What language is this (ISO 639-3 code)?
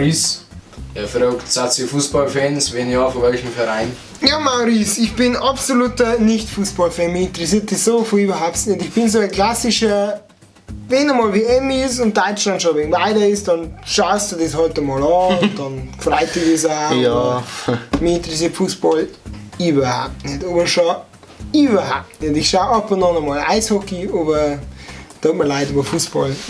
bar